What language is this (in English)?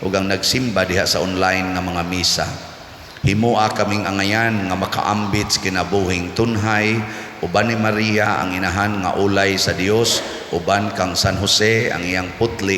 Cebuano